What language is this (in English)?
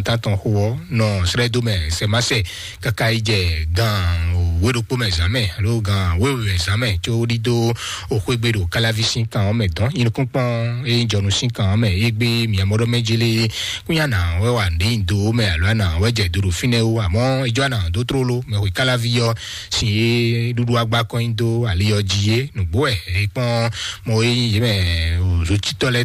Fon